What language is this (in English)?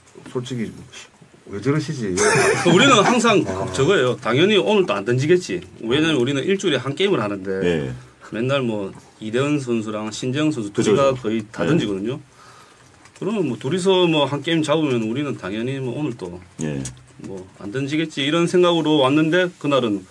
Korean